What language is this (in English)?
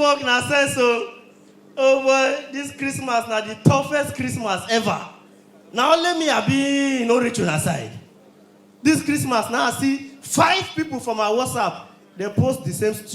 Nigerian Pidgin